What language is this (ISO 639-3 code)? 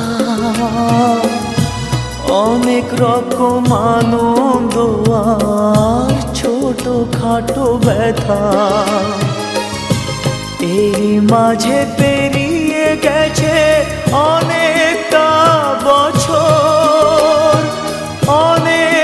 ben